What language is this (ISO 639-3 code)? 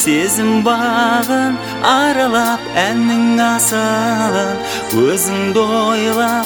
kaz